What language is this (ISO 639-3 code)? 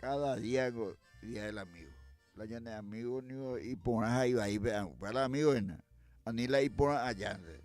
grn